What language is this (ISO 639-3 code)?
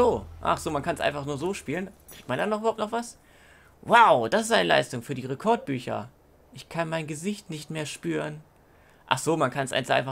deu